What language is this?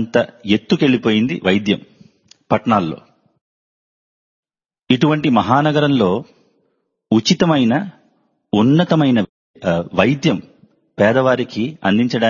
Telugu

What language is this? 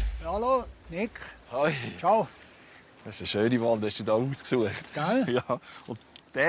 Swiss German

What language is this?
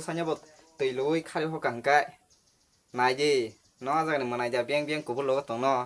Kok Borok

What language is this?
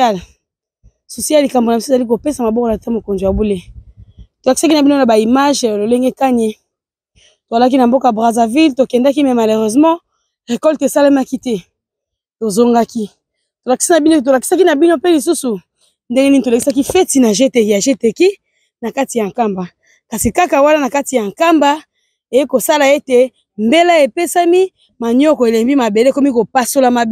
Lingala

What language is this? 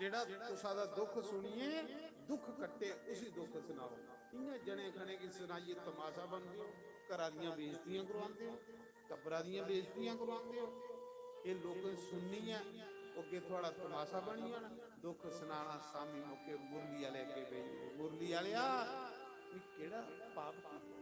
Dogri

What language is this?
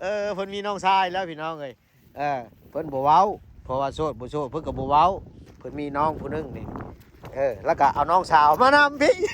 Lao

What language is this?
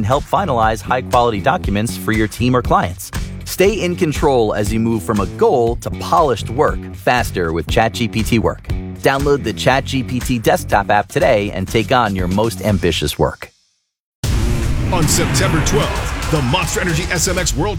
English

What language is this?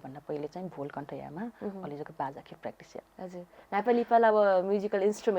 Newari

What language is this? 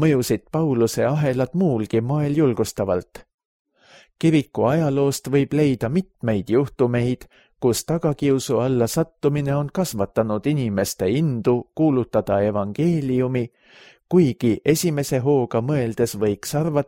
Estonian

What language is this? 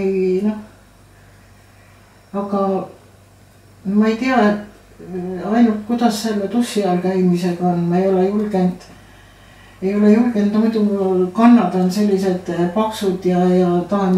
Estonian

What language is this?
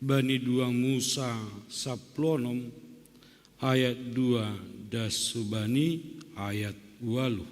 Batak Simalungun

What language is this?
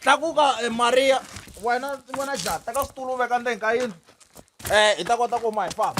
Tsonga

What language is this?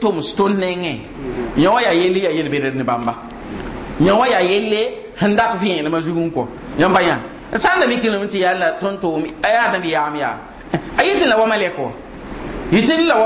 Mossi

